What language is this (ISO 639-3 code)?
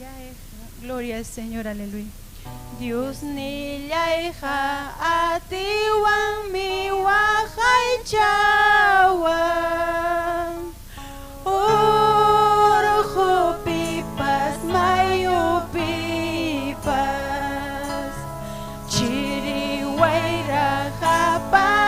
quy